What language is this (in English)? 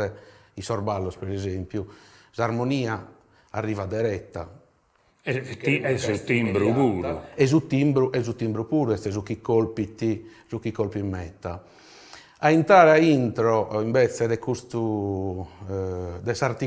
Sardinian